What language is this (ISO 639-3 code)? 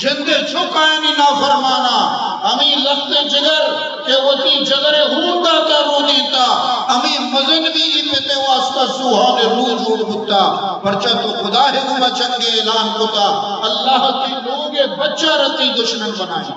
bgp